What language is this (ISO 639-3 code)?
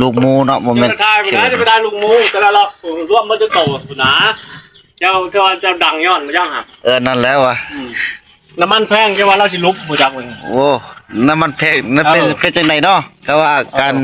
tts